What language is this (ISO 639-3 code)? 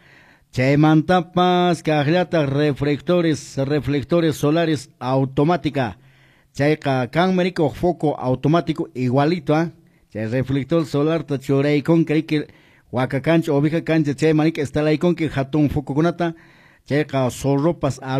que